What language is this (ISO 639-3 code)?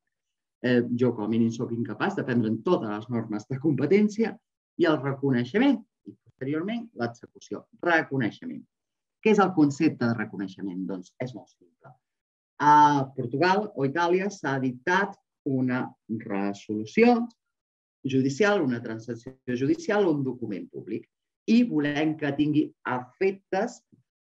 cat